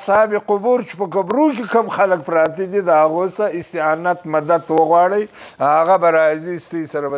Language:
Pashto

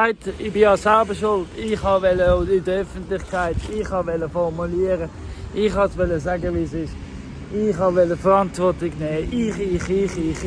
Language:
Swiss German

